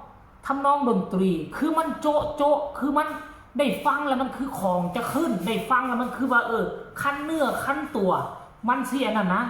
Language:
Northeastern Thai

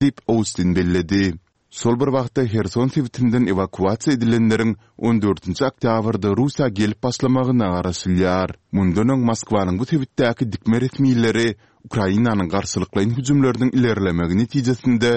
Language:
Turkmen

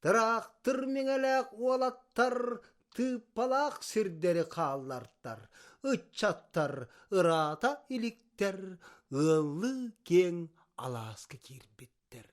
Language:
Yakut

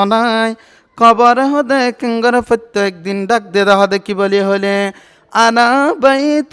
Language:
Rohingya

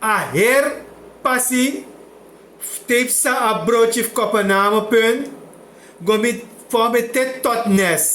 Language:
Sranan Tongo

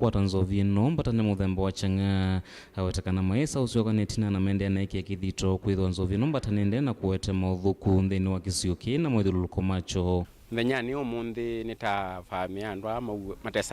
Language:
Kamba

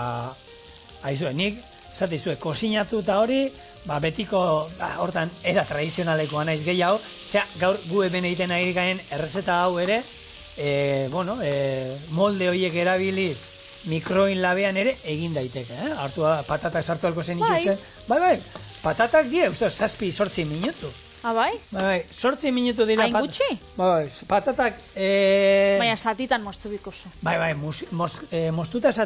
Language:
Basque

